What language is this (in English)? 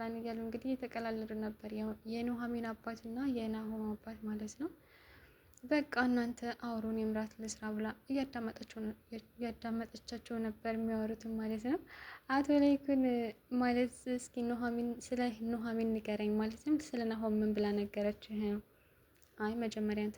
Amharic